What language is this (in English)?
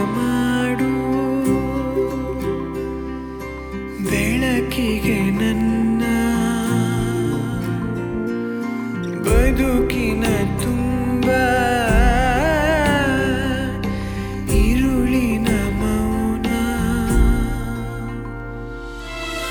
Kannada